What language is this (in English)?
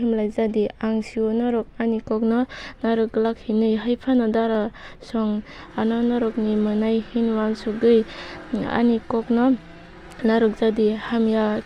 Kok Borok